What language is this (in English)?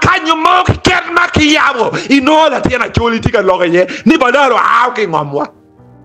Acoli